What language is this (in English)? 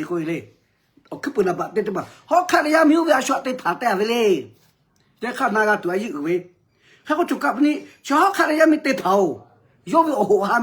Lahu